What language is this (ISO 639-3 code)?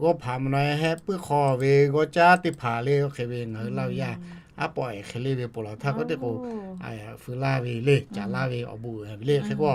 lhu